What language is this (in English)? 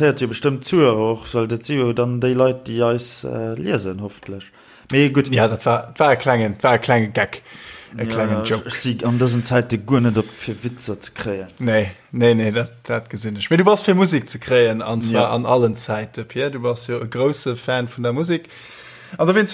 Luxembourgish